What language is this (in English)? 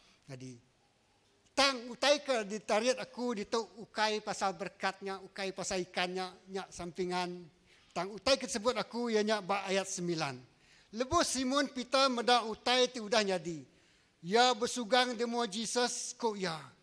Iban